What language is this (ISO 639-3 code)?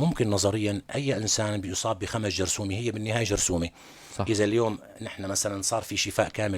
apc